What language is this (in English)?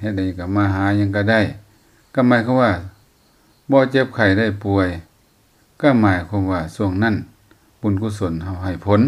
Lao